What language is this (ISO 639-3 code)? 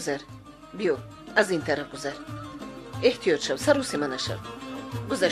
tgk